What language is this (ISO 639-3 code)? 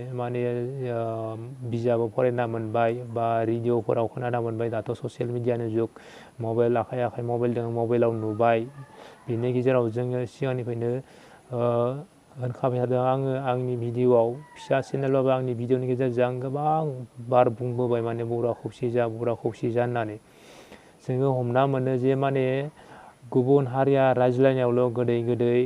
brx